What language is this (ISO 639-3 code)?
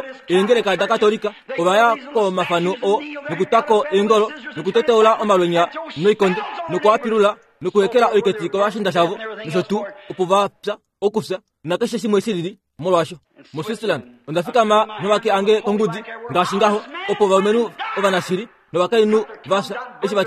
kua